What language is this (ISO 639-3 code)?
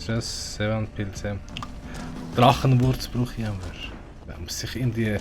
gsw